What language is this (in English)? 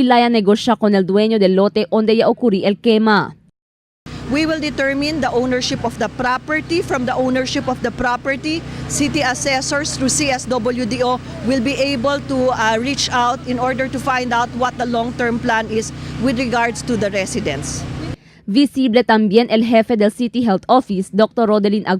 Chavacano